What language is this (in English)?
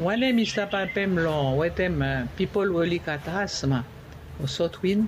Bislama